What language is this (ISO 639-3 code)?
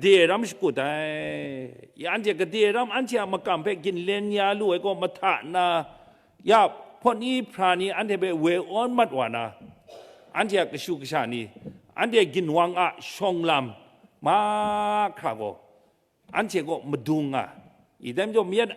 kac